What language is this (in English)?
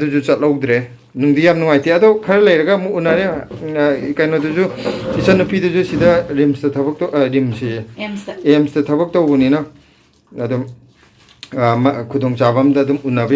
Manipuri